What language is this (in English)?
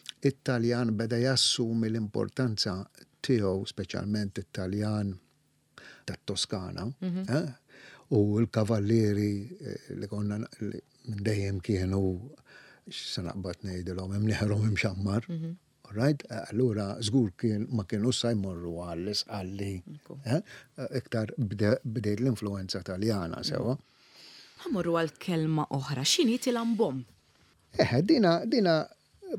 Maltese